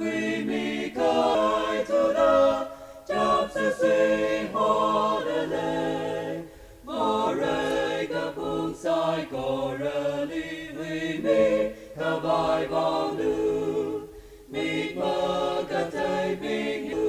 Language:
Tangkhul Naga (India)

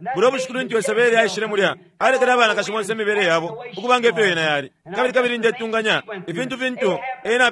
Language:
Bemba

